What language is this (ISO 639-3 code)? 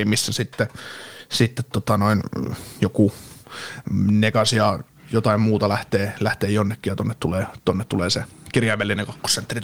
fin